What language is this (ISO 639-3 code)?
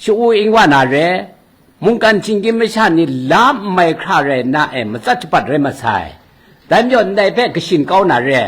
kac